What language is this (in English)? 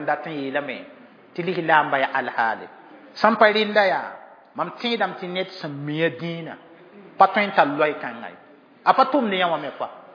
Mossi